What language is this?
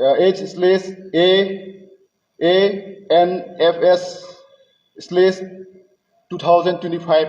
Karbi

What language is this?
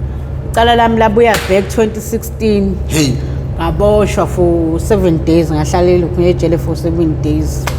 Zulu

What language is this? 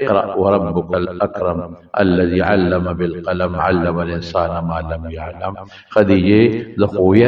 Pashto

